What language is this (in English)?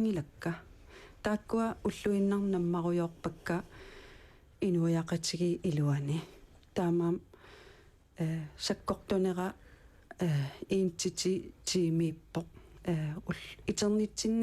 Kalaallisut